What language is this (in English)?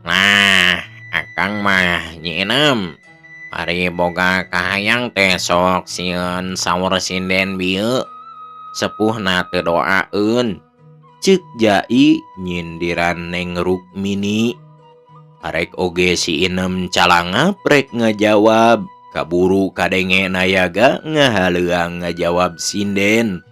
Sundanese